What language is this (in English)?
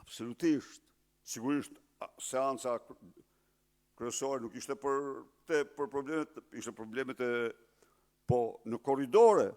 Albanian